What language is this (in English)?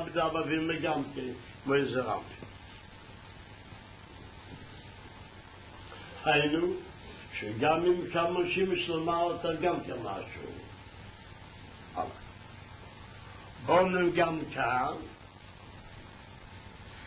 Hebrew